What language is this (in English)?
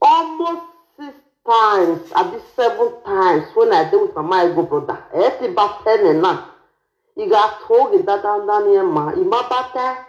Nigerian Pidgin